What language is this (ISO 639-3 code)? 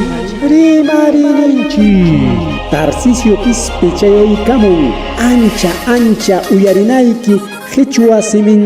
quy